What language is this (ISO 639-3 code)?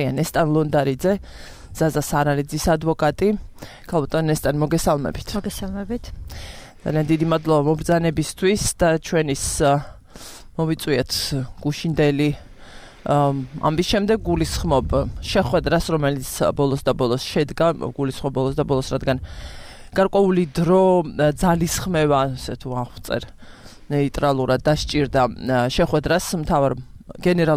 kat